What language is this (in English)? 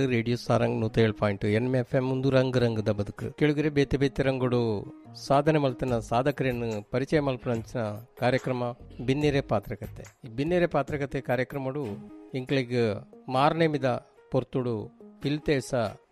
Tulu